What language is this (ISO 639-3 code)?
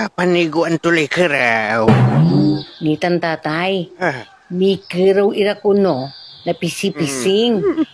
pag